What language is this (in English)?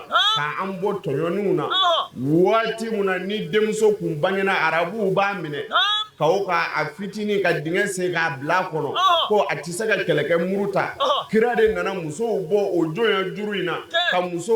Bambara